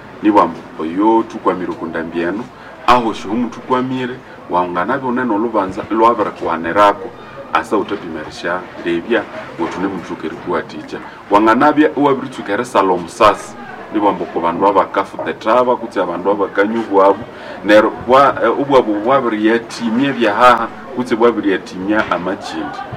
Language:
Nande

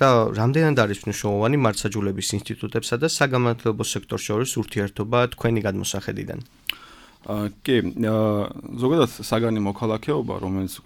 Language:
Georgian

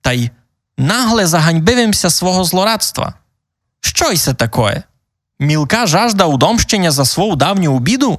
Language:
Rusyn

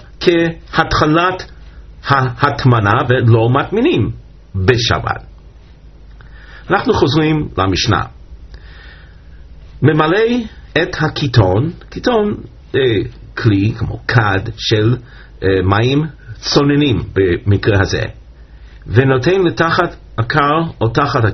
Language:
Hebrew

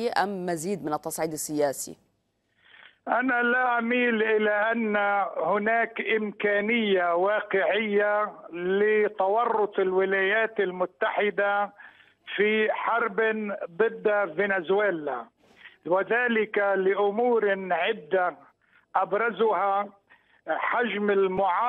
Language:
Arabic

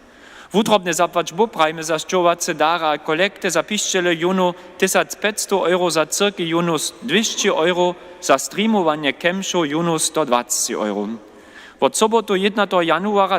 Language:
Upper Sorbian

